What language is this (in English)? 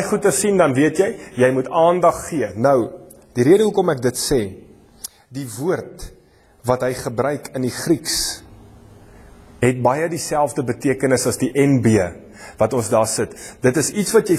Afrikaans